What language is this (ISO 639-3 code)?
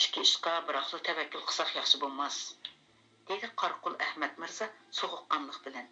uig